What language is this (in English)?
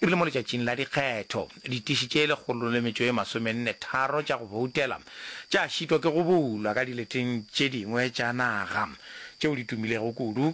Northern Sotho